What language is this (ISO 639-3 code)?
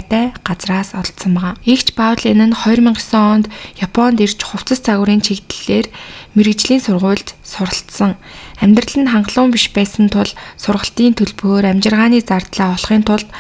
mon